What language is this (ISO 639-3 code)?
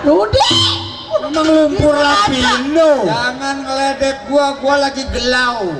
bew